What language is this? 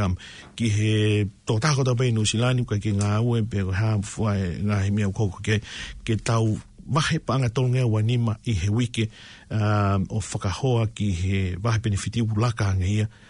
Tongan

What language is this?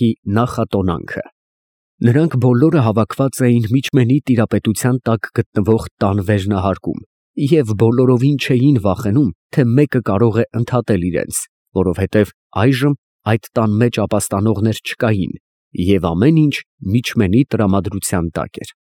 Armenian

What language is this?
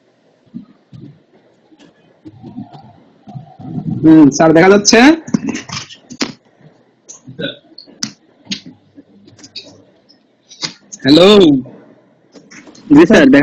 Bangla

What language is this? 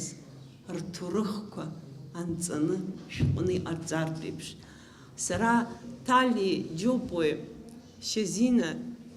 Abkhazian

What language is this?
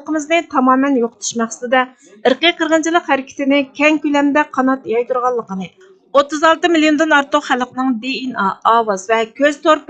Uyghur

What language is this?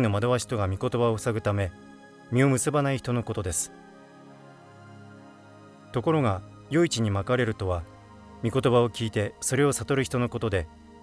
Japanese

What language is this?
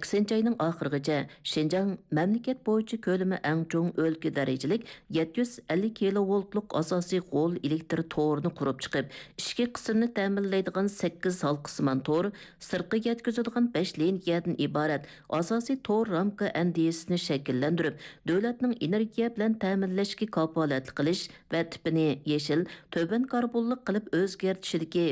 Uyghur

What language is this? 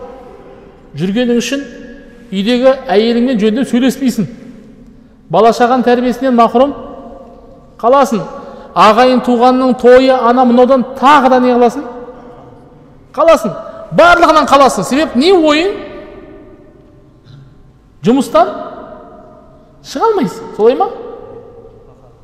Kazakh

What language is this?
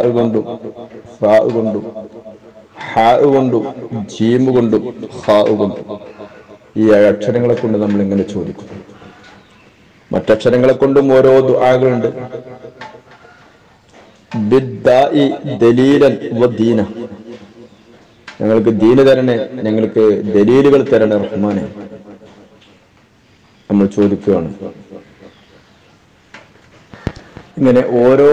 Malayalam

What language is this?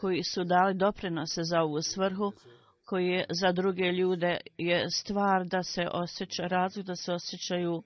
Bosnian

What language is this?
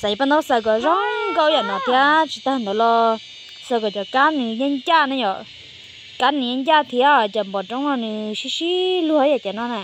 Hmong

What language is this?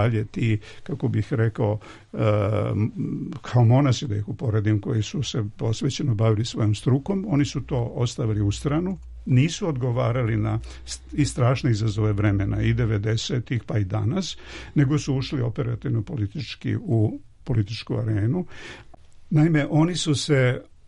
Serbian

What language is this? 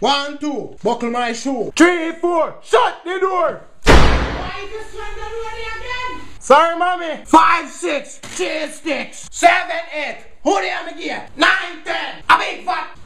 Jamaican Creole English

